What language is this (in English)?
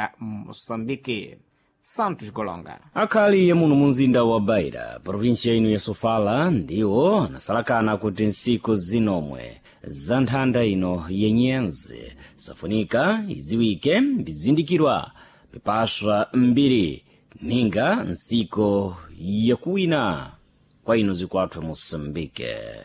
Sena